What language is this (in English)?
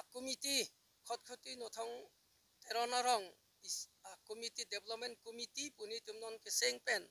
Karbi